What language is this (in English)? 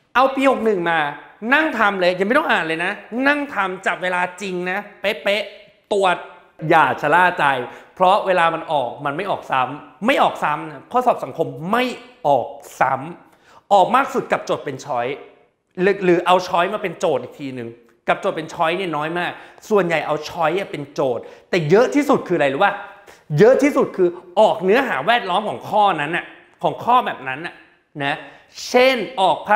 Thai